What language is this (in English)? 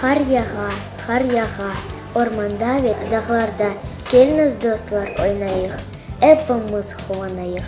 Crimean Tatar